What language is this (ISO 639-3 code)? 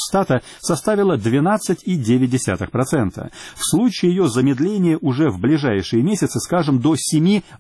rus